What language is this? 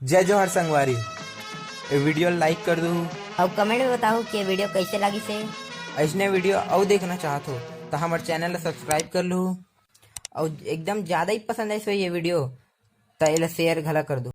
Chhattisgarhi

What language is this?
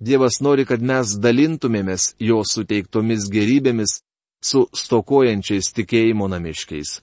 Lithuanian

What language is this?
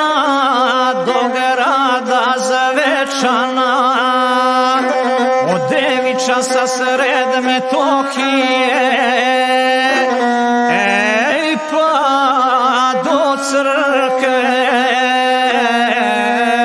Serbian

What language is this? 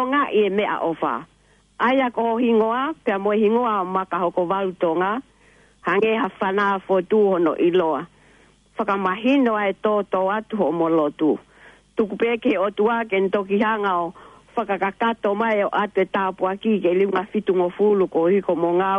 Tongan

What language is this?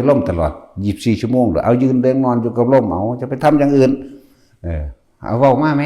Northeastern Thai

